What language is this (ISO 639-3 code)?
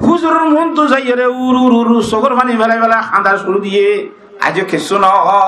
rhg